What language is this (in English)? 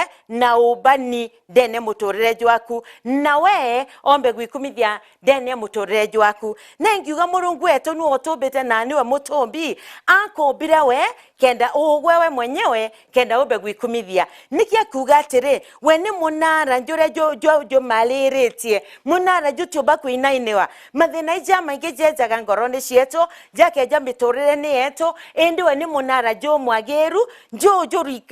Meru